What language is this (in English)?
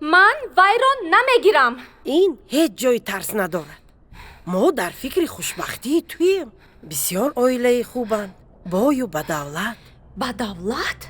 Tajik